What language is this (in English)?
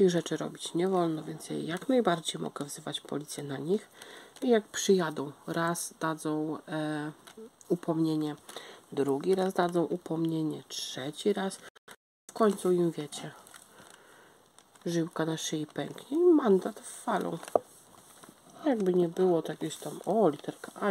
Polish